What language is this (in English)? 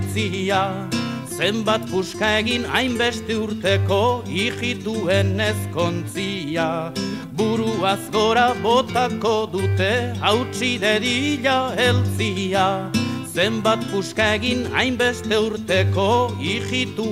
Basque